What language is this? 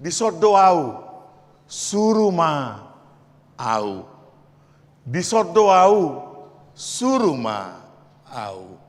Batak Toba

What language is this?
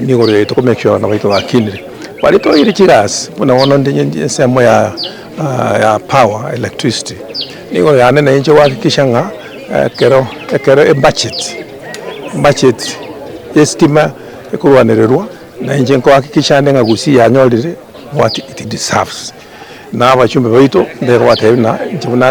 Gusii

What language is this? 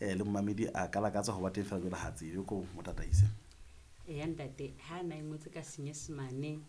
Southern Sotho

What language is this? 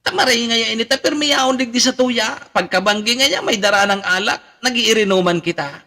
Bikol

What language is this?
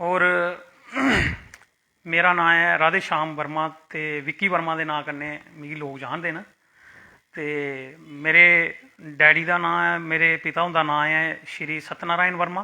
Dogri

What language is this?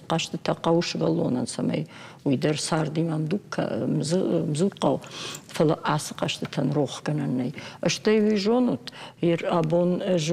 Ossetic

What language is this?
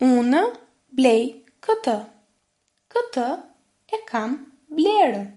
Albanian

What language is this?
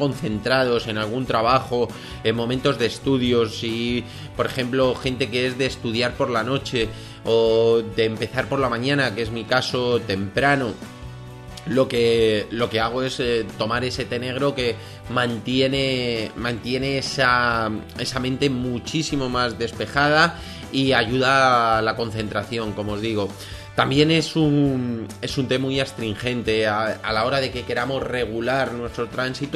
Spanish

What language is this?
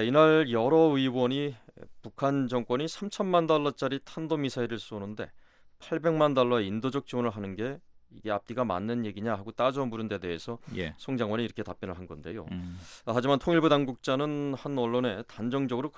Korean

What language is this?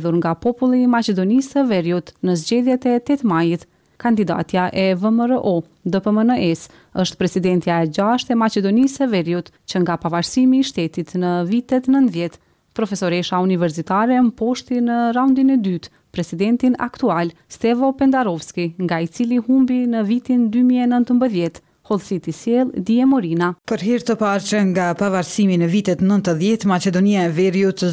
Albanian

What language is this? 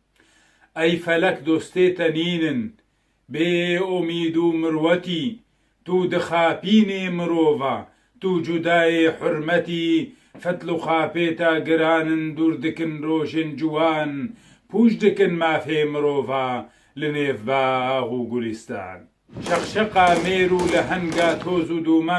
Kurdish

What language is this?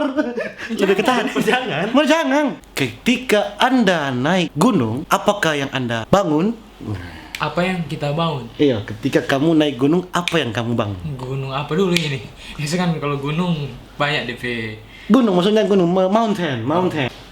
Manado Malay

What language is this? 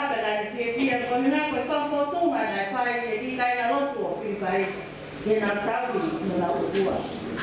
Tongan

